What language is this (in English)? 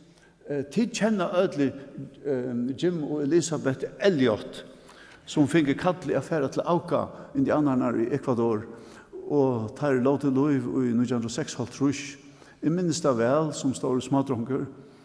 Faroese